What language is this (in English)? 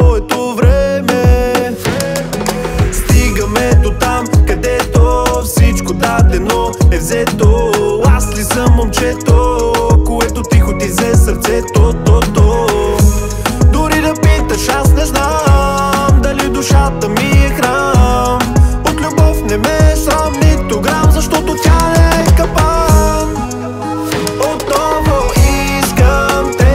Bulgarian